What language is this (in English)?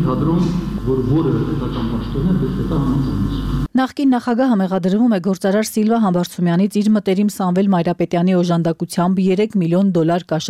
Armenian